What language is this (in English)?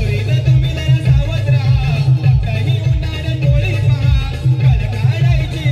Marathi